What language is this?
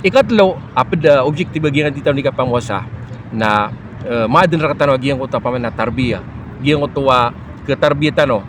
Maranao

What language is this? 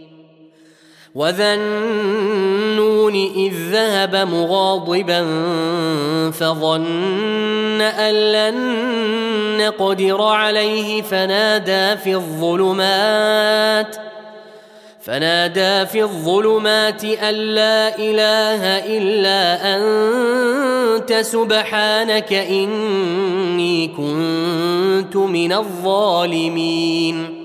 Arabic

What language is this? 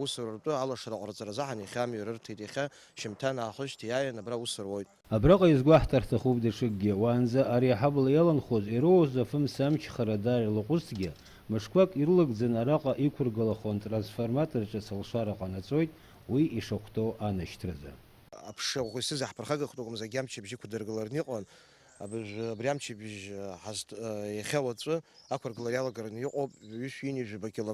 Abkhazian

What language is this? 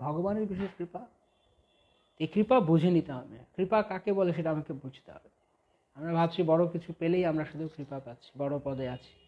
Bangla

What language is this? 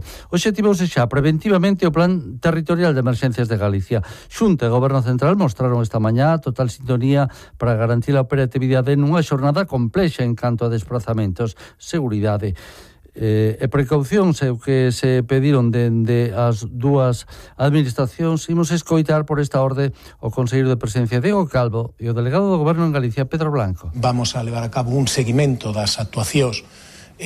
Galician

